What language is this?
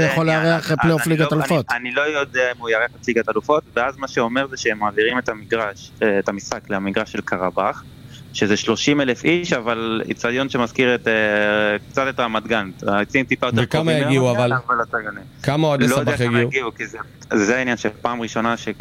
Hebrew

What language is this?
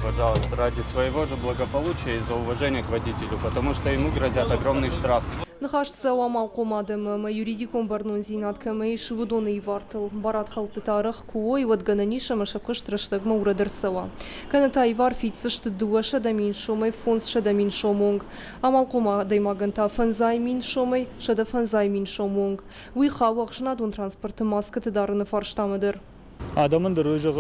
Ossetic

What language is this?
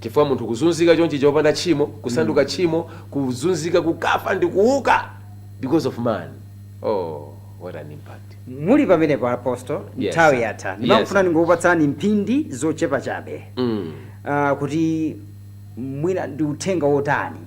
Nyanja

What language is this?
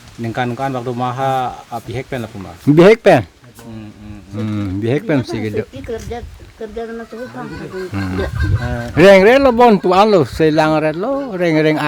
Karbi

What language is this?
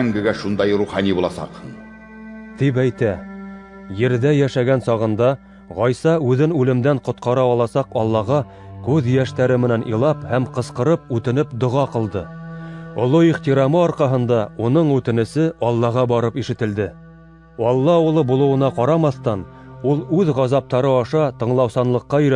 Bashkir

